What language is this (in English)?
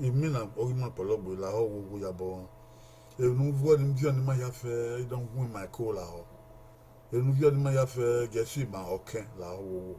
Bini